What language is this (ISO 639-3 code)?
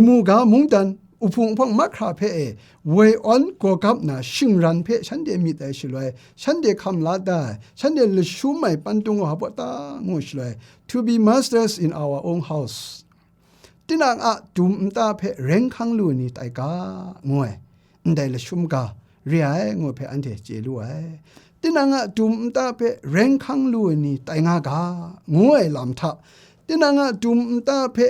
kac